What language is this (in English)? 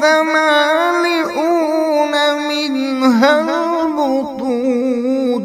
Kashmiri